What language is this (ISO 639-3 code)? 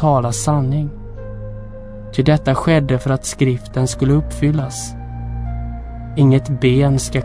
swe